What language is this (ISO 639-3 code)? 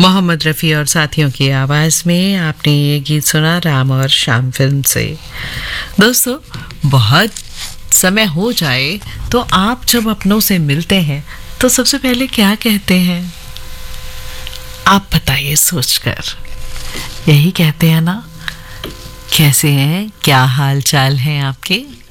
hin